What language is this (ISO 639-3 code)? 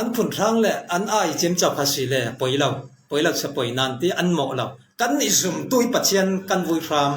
cfm